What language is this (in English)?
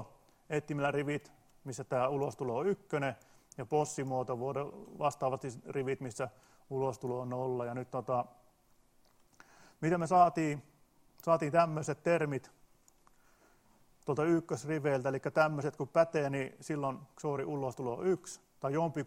Finnish